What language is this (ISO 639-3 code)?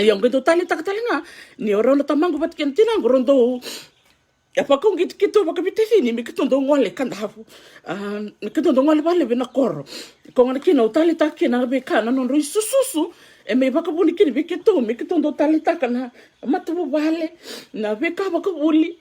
fij